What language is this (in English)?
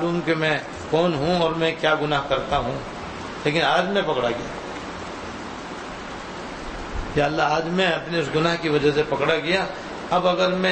Urdu